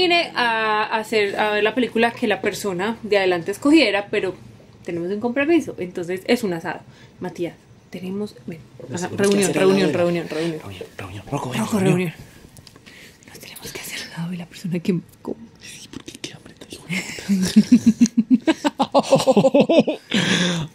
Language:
Spanish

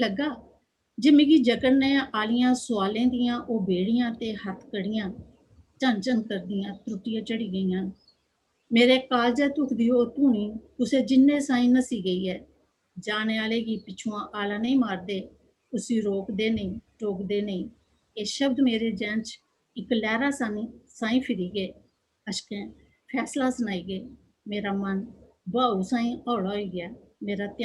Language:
Dogri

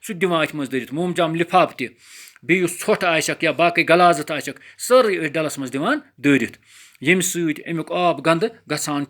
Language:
Kashmiri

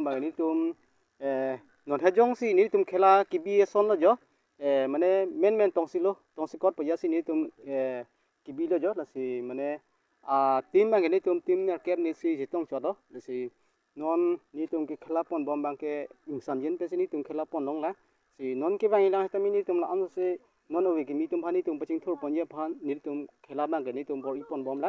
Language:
Karbi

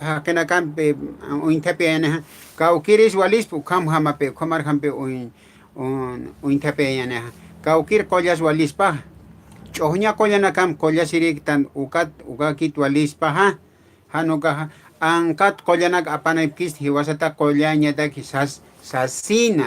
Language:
Aymara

